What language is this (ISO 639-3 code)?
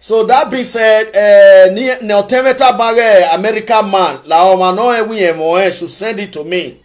pcm